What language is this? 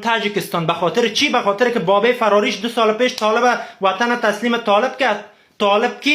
Persian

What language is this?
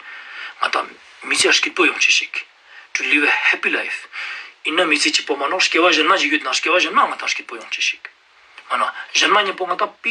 Ladakhi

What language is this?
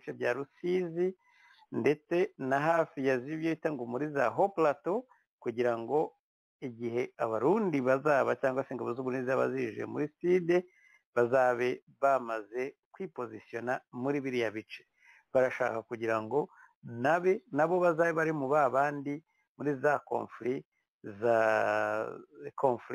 Kinyarwanda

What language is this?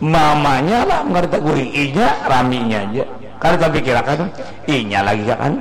Banjar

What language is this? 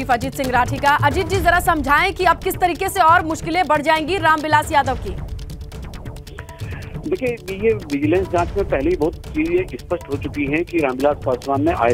Hindi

